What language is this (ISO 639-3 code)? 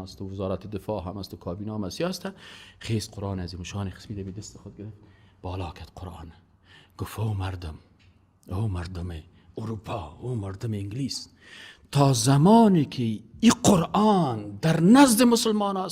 fas